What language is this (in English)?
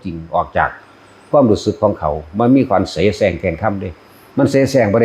Northeastern Thai